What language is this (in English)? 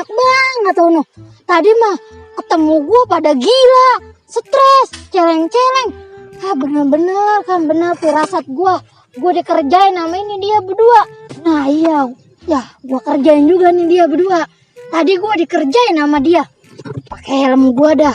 Betawi